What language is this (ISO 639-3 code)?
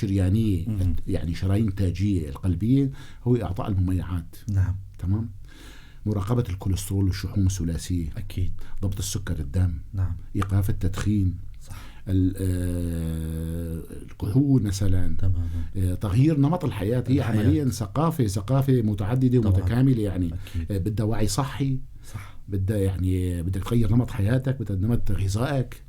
apc